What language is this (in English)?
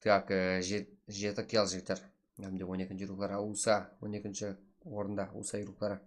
Kara-Kalpak